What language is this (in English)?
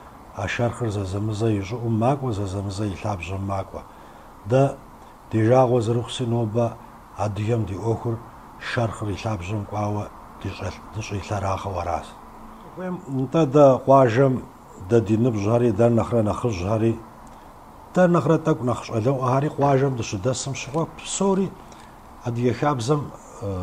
Kabardian